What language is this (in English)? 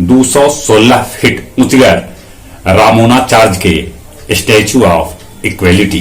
Magahi